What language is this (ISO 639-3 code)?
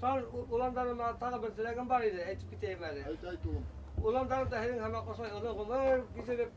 bak